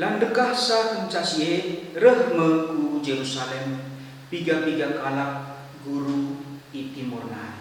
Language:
Batak Karo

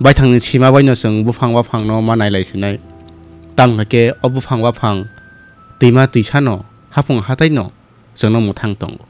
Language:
Kok Borok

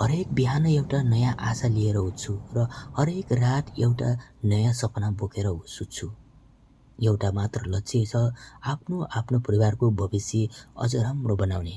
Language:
Nepali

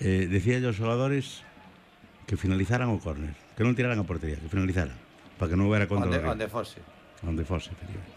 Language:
Galician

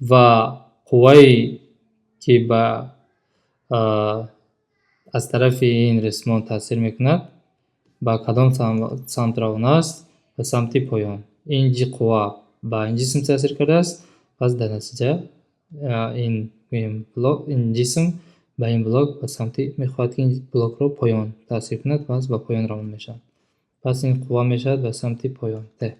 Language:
Tajik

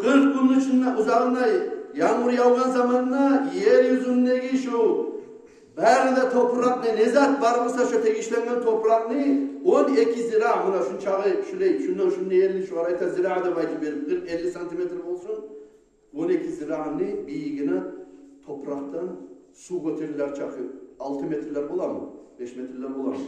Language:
Kumyk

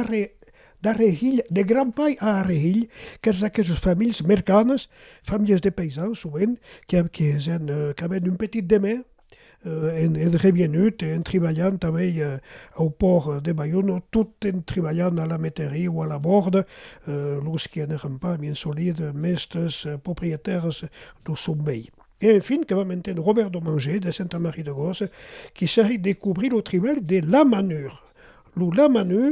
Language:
Occitan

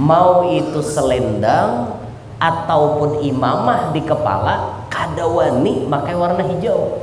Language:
Banjar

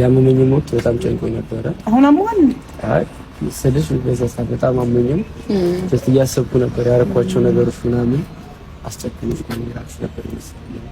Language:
Amharic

